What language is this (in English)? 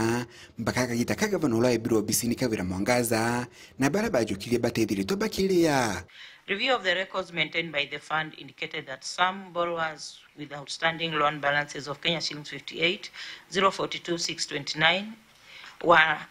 Meru